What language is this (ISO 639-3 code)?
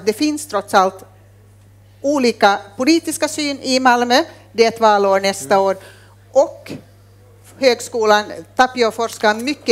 swe